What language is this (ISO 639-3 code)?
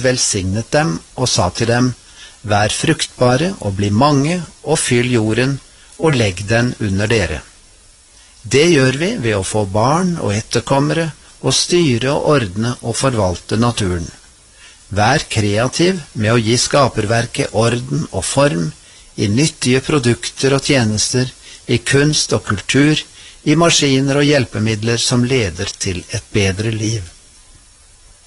nor